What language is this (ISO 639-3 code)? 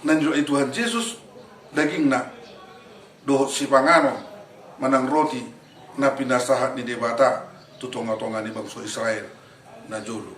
bbc